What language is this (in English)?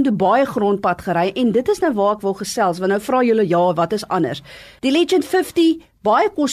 Afrikaans